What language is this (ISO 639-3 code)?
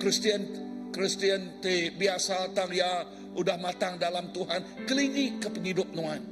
iba